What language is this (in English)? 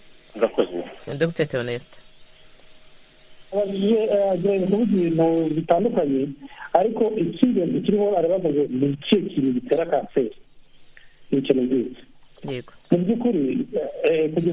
Kinyarwanda